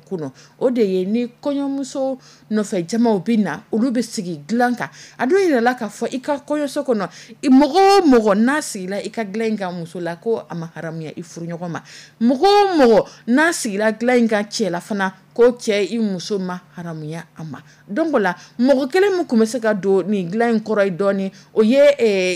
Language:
Dyula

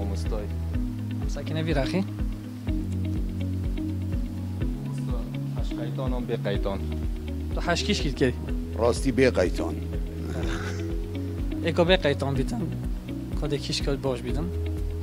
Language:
Kurdish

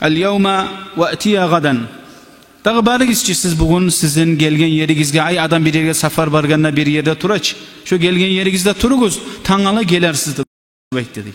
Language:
Kumyk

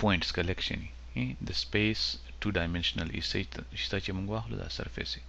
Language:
Pashto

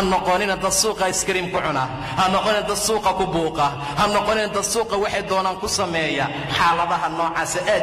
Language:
Somali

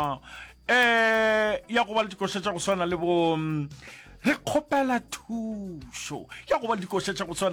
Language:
Northern Sotho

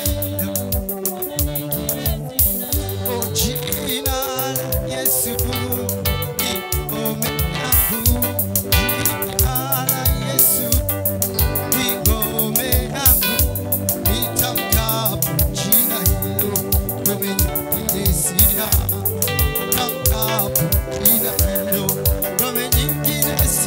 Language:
Swahili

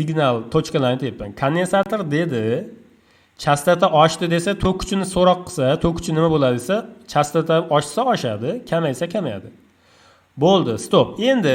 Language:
Uzbek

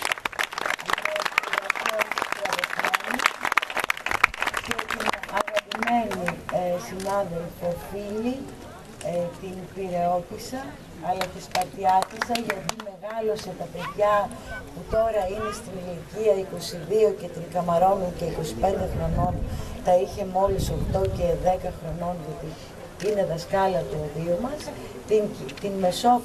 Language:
Greek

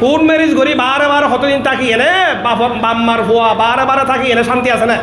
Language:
Rohingya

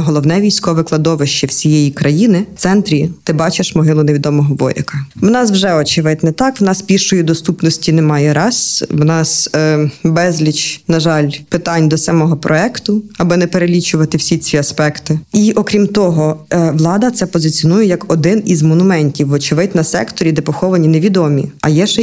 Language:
Ukrainian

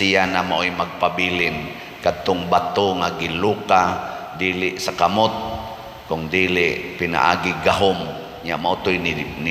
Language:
Cebuano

